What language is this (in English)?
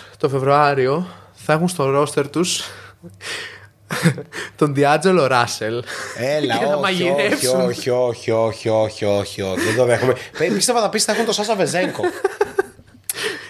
Greek